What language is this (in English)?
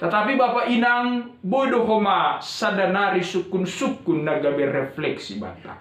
Batak Simalungun